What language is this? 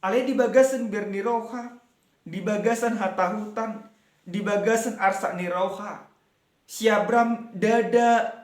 Batak Toba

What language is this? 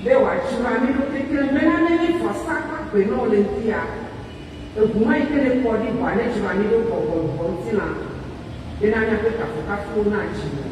Ewe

